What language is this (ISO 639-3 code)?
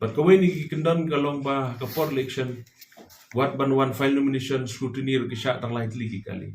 kha